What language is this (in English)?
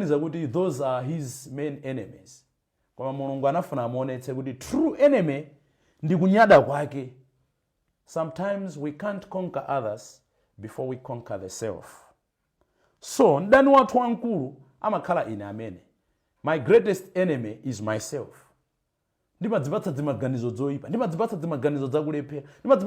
Nyanja